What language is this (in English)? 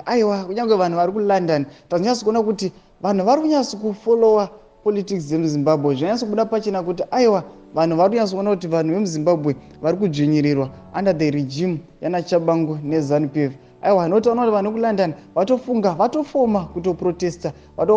Shona